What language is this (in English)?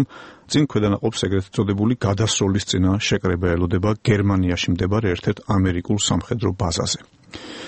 Georgian